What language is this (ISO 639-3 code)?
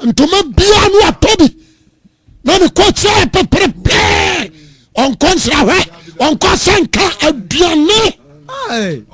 aka